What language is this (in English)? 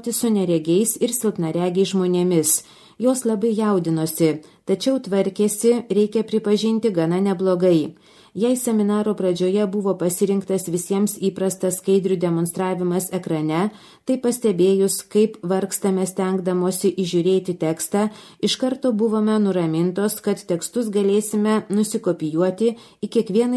Lithuanian